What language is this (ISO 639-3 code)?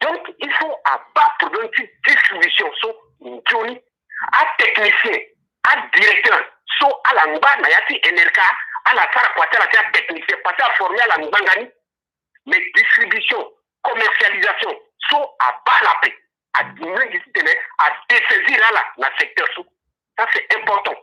sag